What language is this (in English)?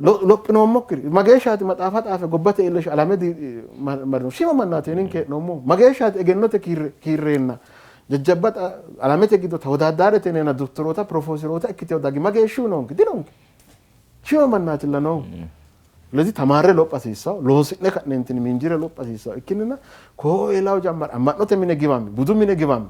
Sidamo